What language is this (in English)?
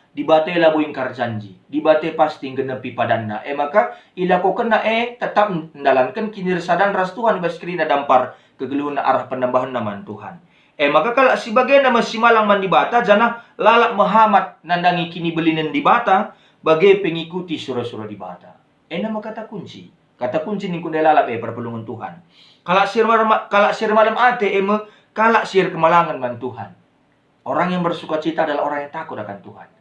Batak Karo